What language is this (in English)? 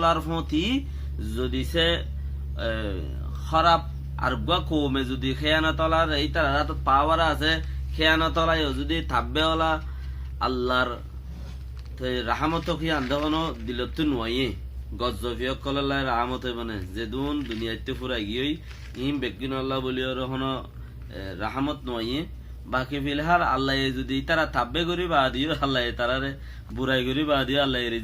Rohingya